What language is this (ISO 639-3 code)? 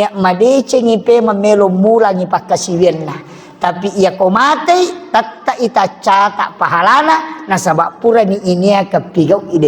bug